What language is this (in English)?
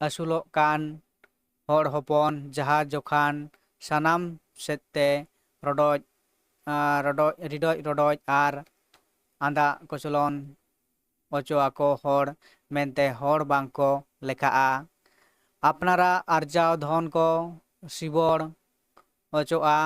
Santali